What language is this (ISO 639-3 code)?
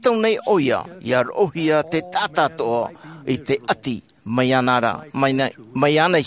tah